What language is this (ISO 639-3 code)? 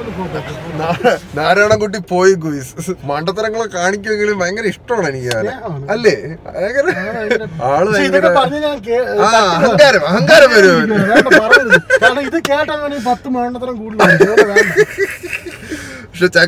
mal